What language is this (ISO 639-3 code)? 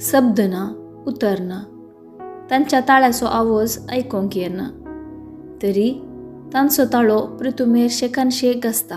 kok